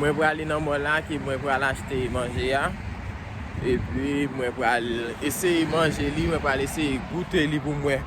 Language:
Haitian Creole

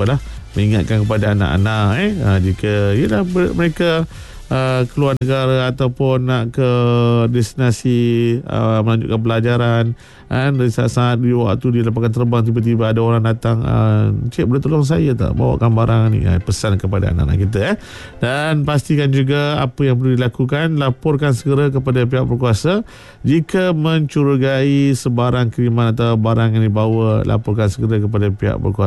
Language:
Malay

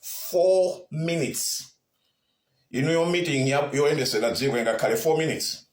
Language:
Nyanja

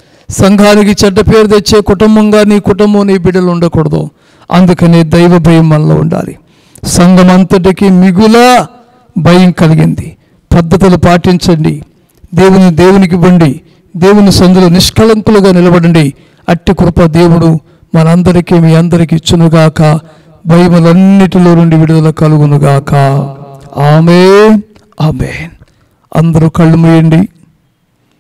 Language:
Telugu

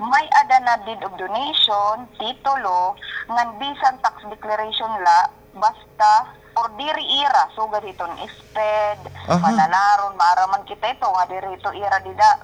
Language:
Waray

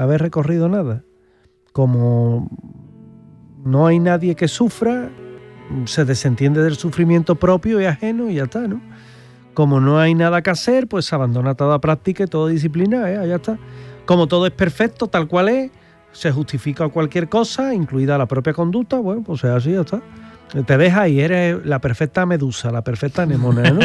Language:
Spanish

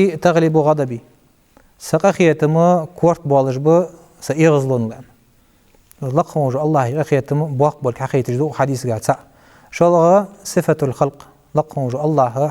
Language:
Ingush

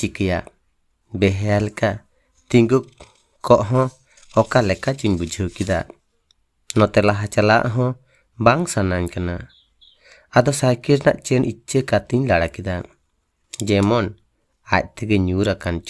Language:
Santali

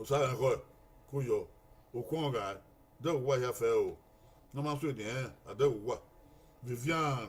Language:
Bini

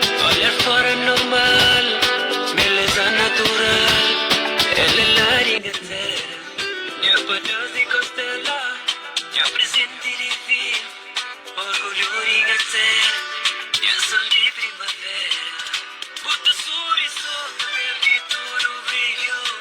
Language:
Kabuverdianu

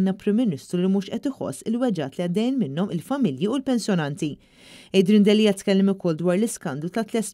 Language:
Maltese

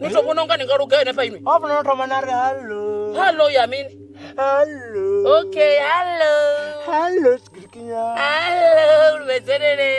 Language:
Venda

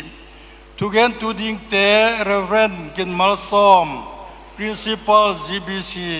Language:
Paite Chin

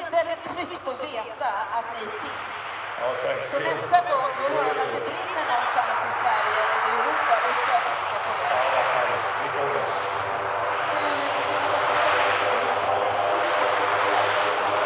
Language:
Swedish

